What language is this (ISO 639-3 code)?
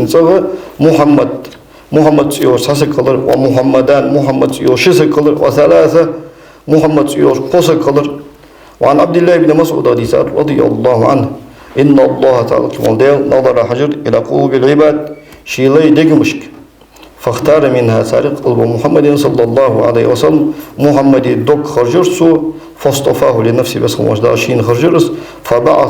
inh